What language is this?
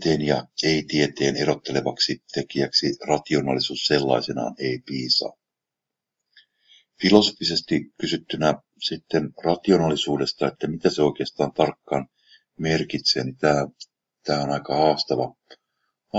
Finnish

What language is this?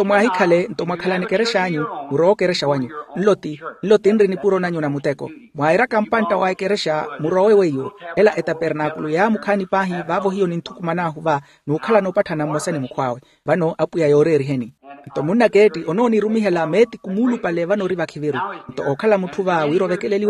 Makhuwa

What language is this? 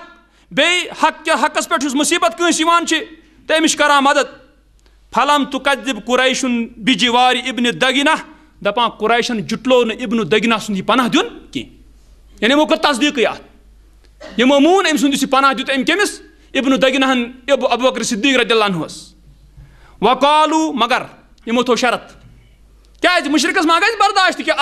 Kashmiri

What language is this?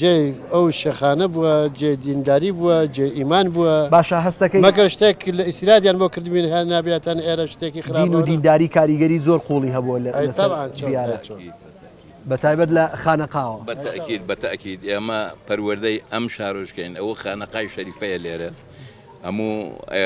Central Kurdish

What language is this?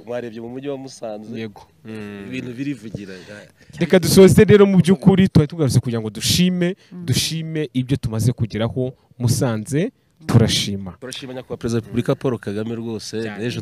Kinyarwanda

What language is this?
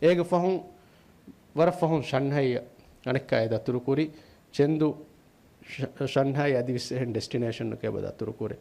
Divehi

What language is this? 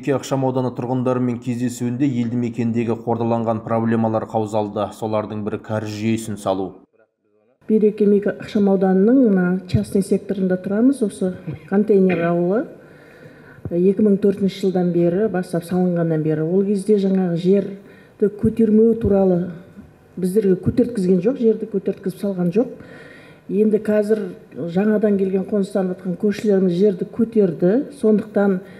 Kazakh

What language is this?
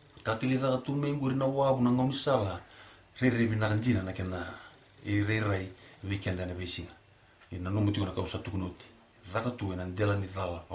Fijian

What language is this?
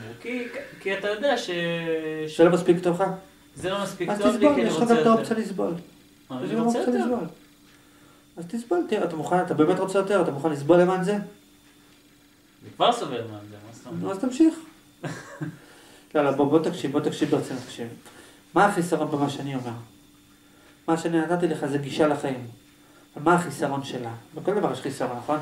Hebrew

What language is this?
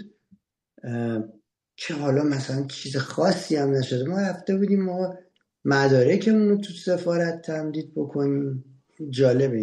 Persian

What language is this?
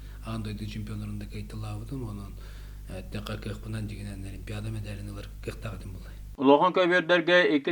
Yakut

